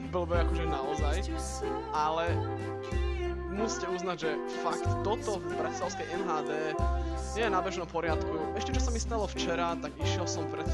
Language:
Slovak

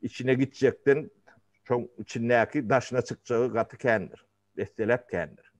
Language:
Turkmen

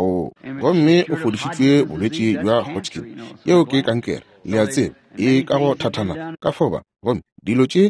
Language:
Northern Sotho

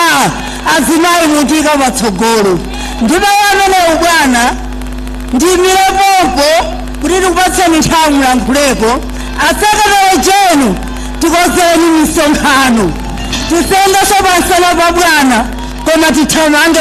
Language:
Nyanja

